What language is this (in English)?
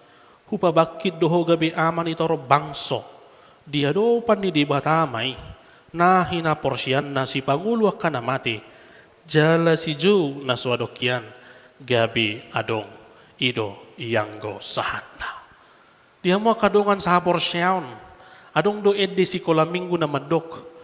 Batak Toba